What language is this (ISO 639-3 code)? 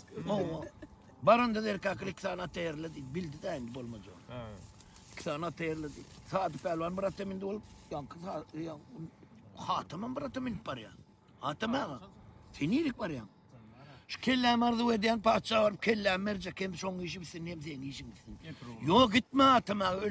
tuk